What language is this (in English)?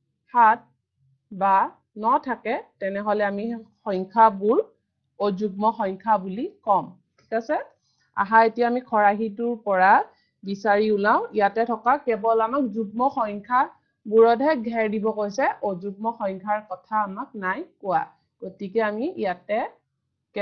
Assamese